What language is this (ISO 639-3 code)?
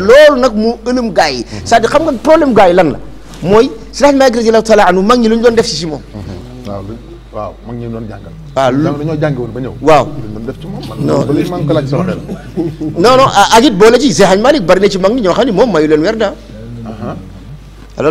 wol